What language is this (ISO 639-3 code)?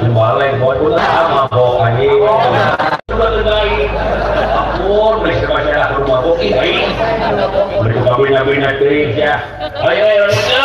sun